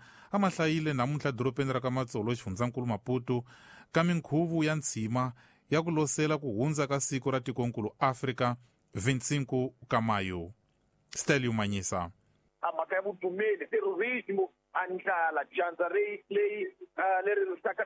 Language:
Tsonga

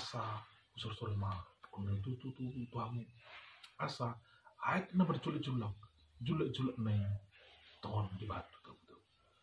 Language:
Batak Toba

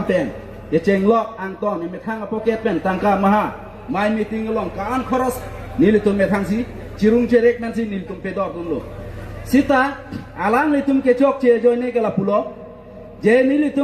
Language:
Karbi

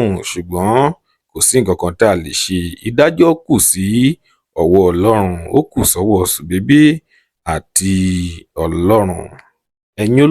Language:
Yoruba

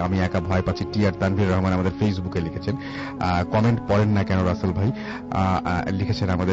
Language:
Bangla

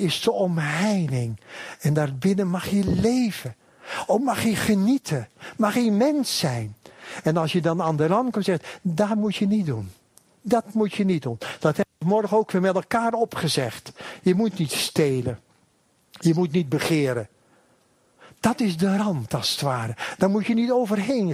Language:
Dutch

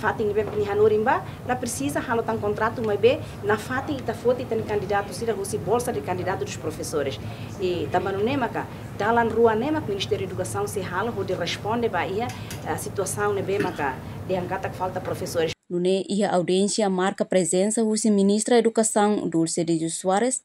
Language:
Tetum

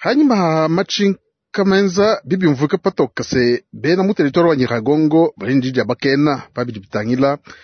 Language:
Luba-Lulua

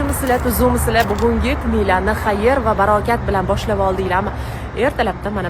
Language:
Uzbek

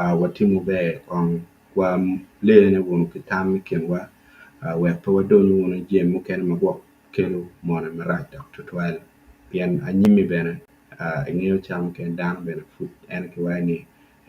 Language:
Acoli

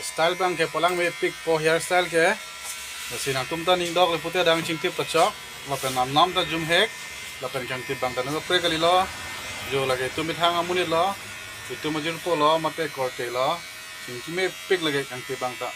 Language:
Karbi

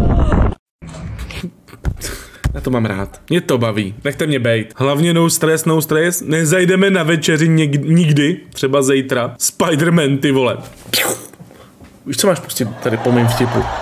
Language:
Czech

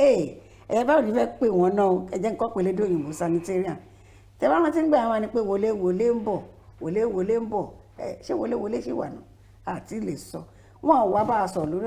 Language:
Yoruba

